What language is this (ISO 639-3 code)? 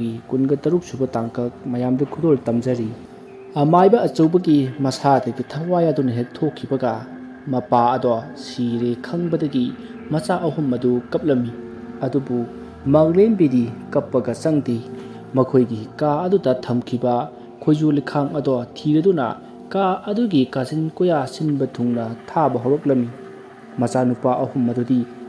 mni